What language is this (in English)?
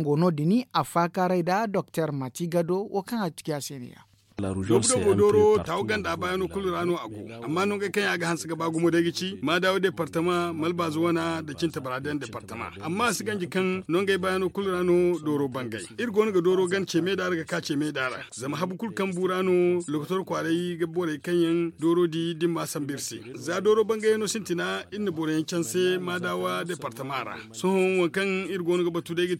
Zarma